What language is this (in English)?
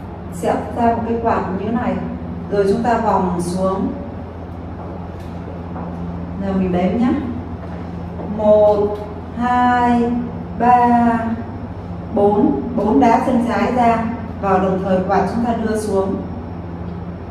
Vietnamese